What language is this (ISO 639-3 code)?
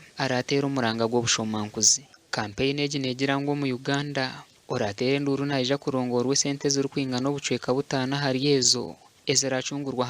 nyn